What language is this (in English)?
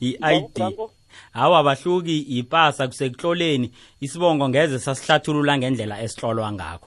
South Ndebele